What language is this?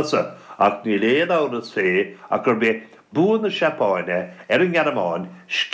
Irish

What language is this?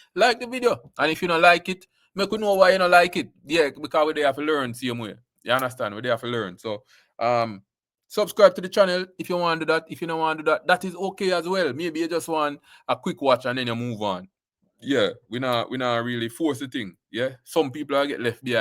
Jamaican Creole English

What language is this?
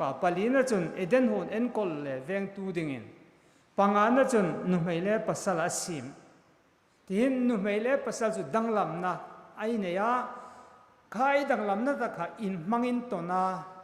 Hmar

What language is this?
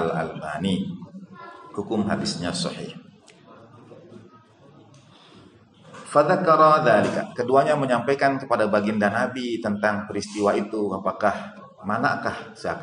Indonesian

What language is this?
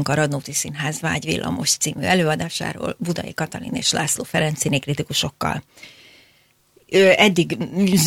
Hungarian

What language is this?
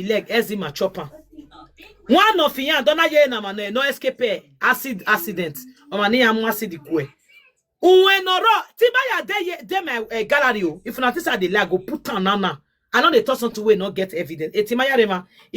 Nigerian Pidgin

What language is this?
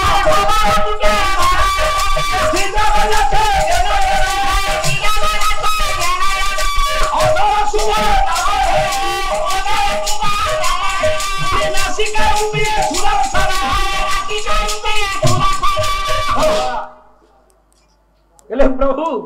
Odia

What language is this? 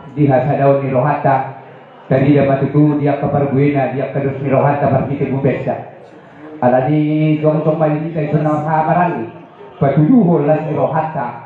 Batak Toba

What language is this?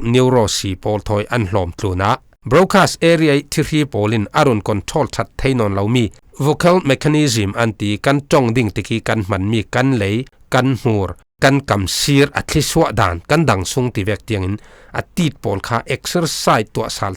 Falam Chin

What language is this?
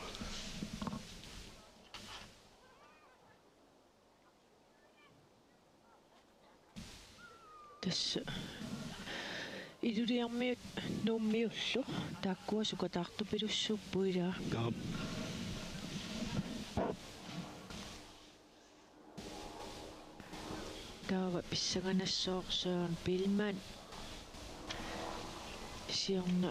Kalaallisut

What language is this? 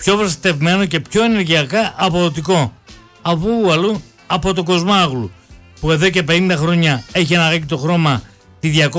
Greek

